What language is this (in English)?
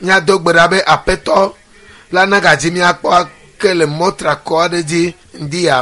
Ewe